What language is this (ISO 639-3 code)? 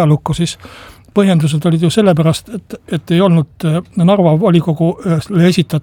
est